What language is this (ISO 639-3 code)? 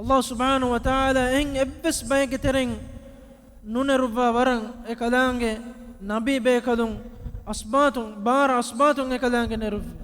div